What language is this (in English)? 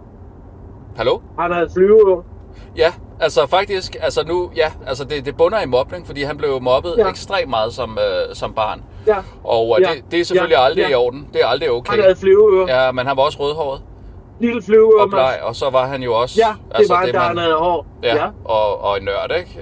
Danish